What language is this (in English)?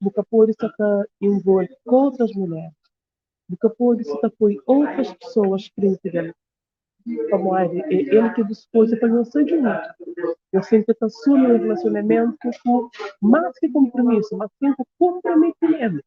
Kabuverdianu